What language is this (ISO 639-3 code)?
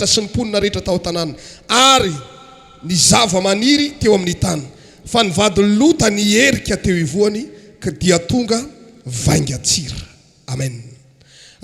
mlg